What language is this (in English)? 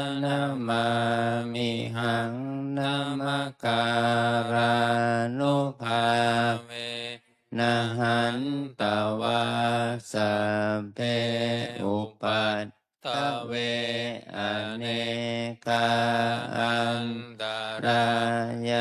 Pali